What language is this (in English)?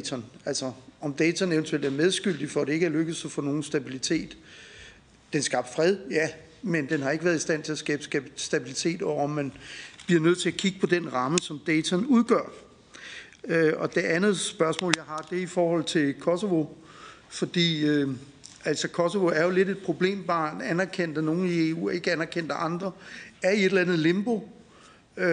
Danish